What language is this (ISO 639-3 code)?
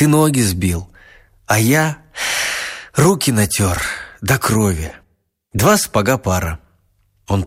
rus